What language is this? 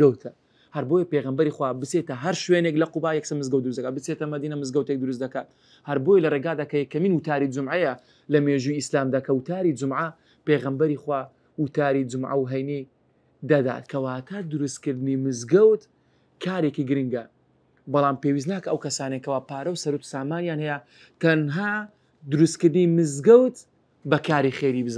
Central Kurdish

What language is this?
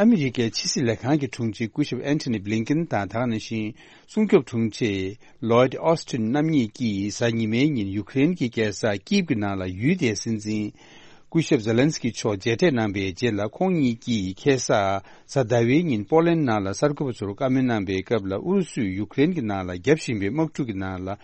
Tibetan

